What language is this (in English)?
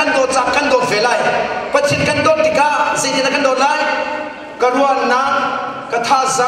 Hakha Chin